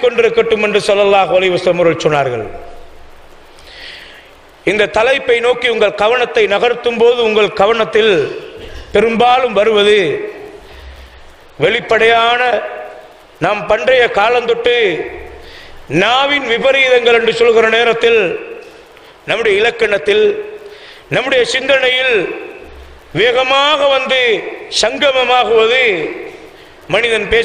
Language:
Tamil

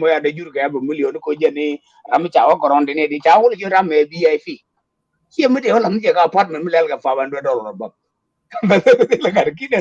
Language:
Nuer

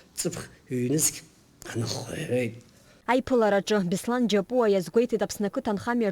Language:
Abkhazian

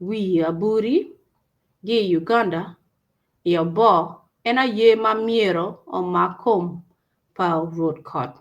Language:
Acoli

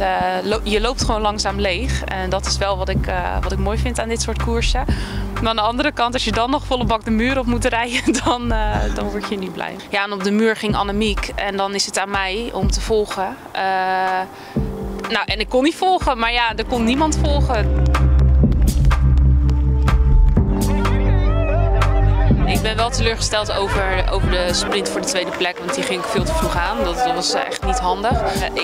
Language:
Dutch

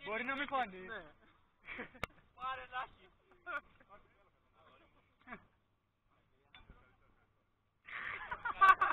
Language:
Greek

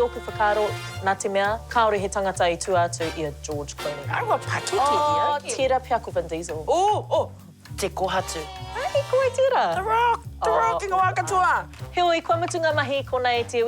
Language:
Māori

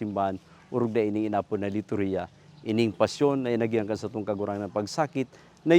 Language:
Bikol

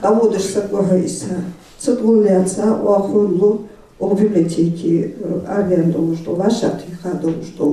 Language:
Ingush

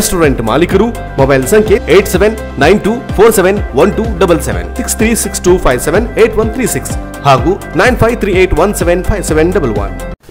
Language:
Kannada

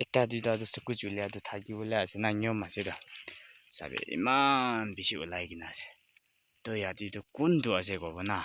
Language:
Naga Pidgin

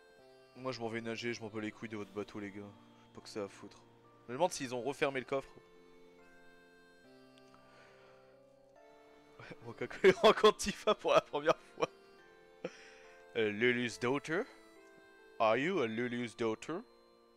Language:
French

